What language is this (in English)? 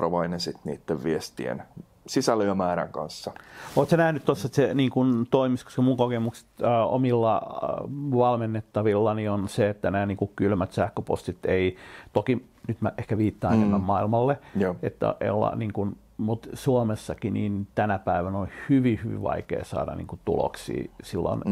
Finnish